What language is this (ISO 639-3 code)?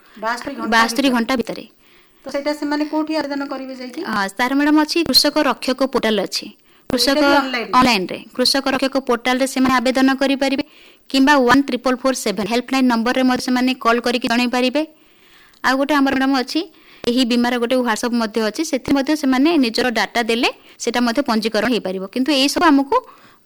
ori